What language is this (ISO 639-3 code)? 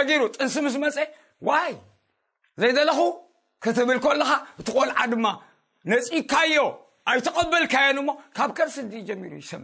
tir